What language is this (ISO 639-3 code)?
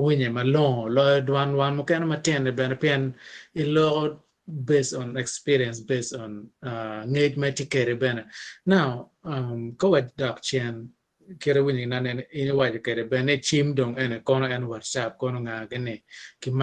ach